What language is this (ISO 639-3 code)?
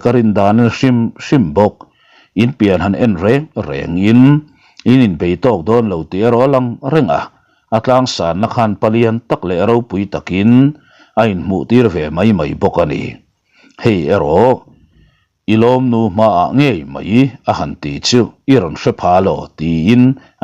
lus